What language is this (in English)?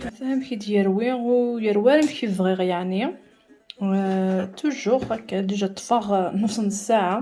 Kabyle